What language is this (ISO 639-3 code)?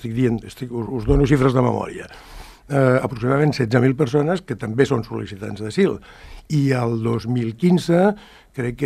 cat